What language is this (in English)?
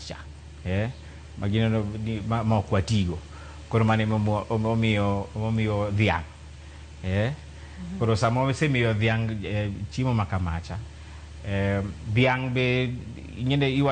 Luo (Kenya and Tanzania)